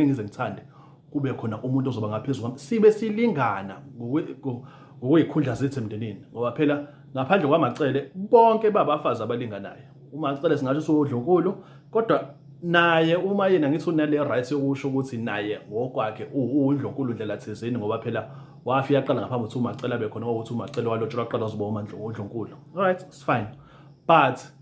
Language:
Zulu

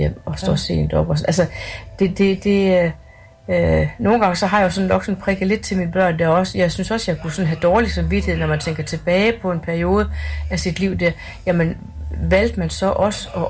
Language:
Danish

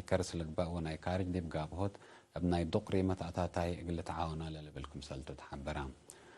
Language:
Tigre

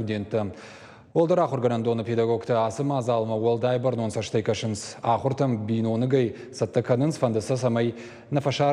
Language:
Ossetic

